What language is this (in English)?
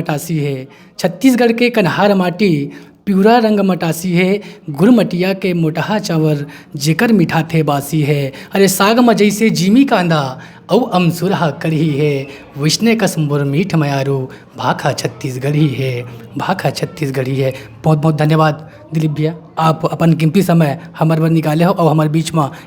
Chhattisgarhi